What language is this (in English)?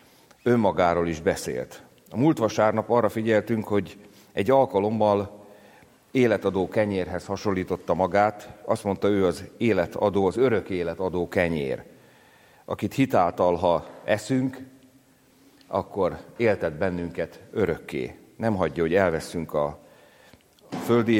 Hungarian